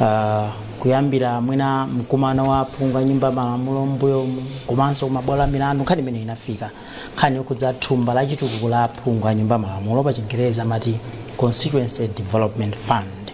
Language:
Nyanja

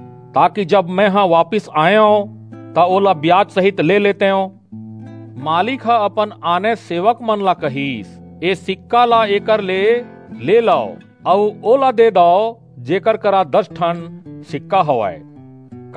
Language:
Chhattisgarhi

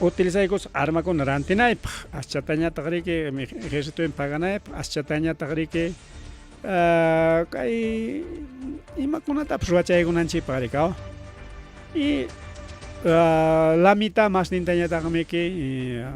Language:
Ayacucho Quechua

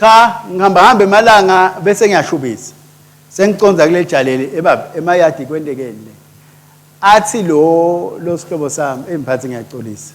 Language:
Swati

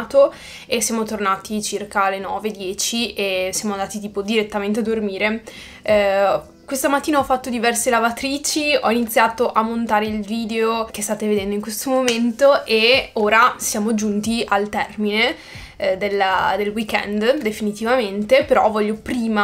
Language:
Italian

